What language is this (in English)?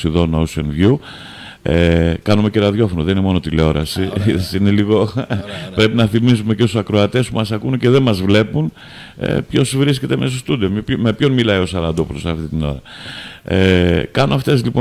Greek